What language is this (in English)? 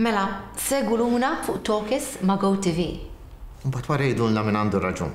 Maltese